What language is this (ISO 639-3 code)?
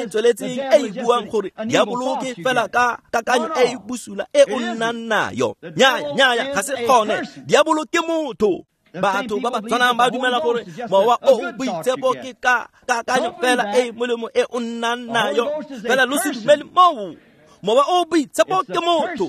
tsn